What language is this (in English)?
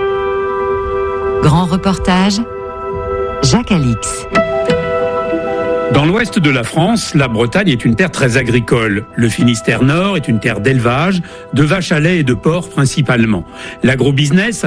French